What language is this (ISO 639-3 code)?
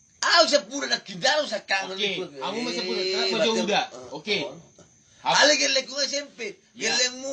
bbc